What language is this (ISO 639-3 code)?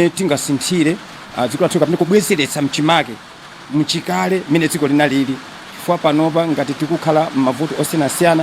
nya